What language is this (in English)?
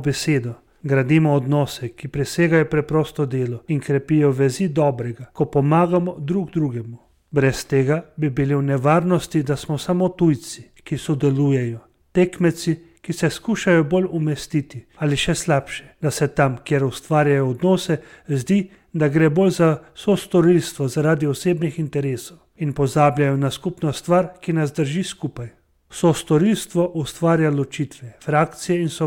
Slovenian